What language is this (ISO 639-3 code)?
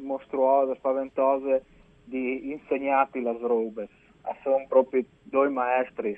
fur